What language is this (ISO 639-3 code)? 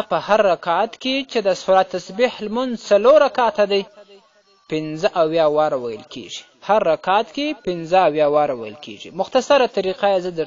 pus